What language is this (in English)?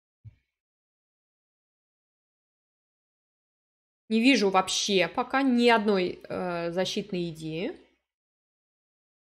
Russian